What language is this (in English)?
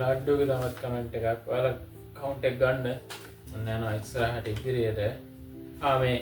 Sinhala